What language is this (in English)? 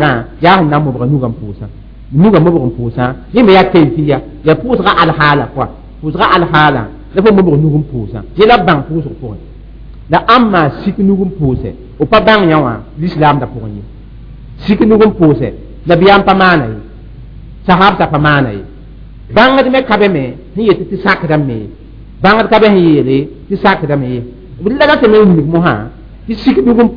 Mossi